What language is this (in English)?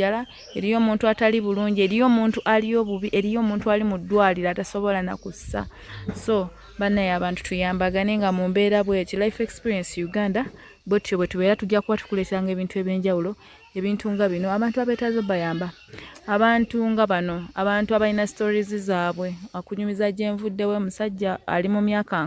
Ganda